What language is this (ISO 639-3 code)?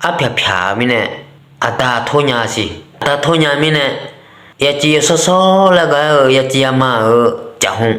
ahk